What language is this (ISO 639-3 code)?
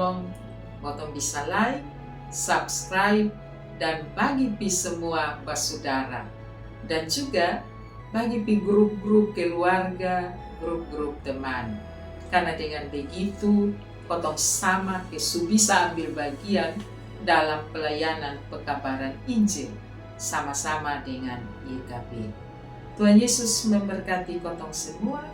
mkn